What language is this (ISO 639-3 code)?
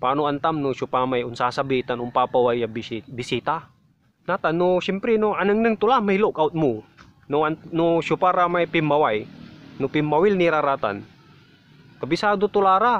pag